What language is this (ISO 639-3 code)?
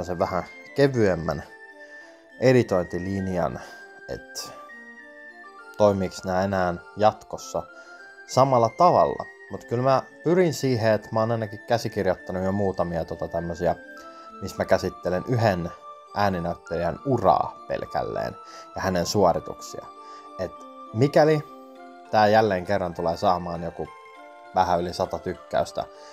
fin